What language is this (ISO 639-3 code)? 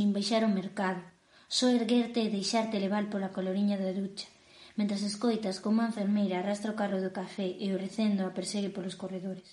glg